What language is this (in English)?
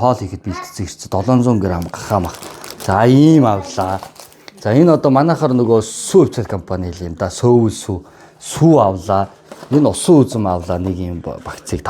Mongolian